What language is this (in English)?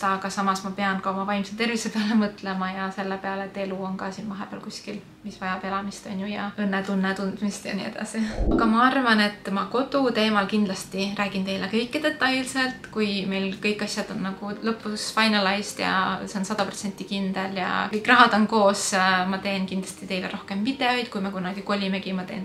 Estonian